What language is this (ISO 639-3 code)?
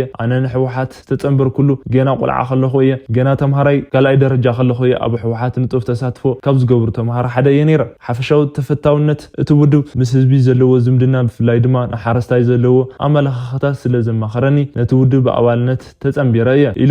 tir